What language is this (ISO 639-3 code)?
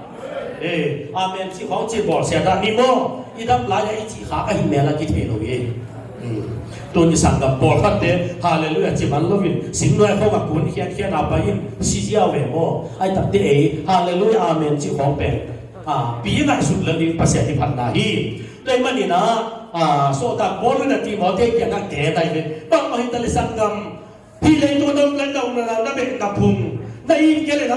ctd